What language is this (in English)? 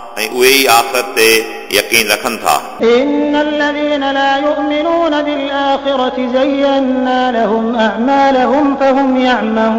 Sindhi